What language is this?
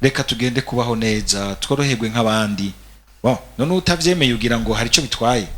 Rundi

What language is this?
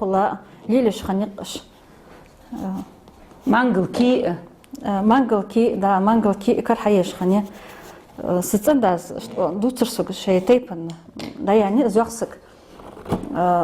Ingush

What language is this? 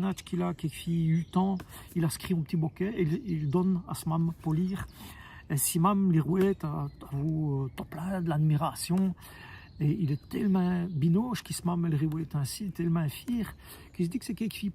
Walloon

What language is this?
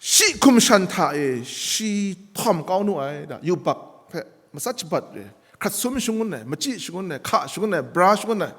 Kachin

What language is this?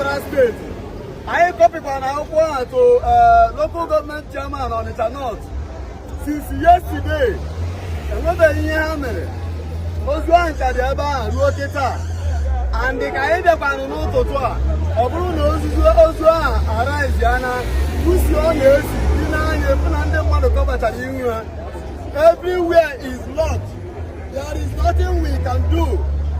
Igbo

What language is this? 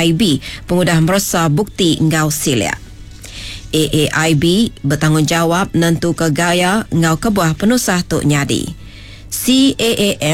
Iban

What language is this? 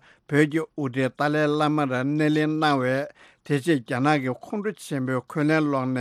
Tibetan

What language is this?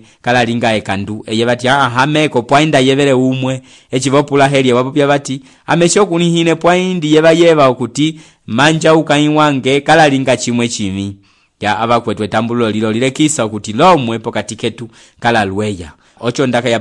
Umbundu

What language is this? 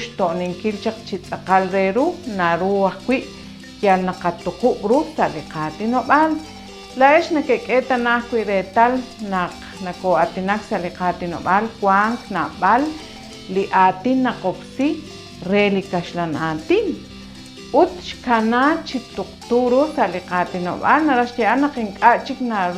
Kekchí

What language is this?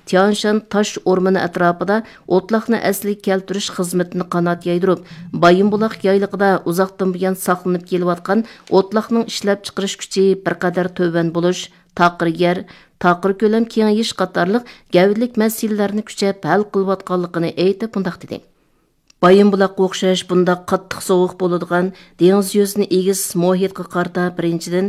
Uyghur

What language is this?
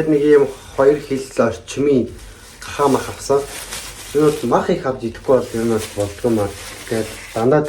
Mongolian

